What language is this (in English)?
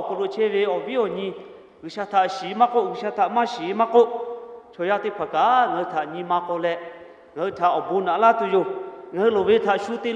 Lahu